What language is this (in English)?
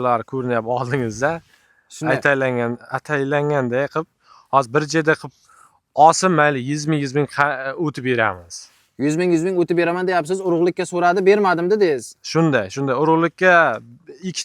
Uzbek